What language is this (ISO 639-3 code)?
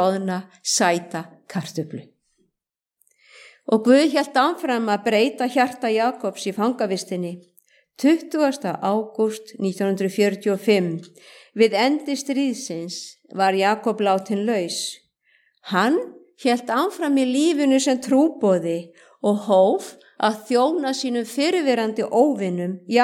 isl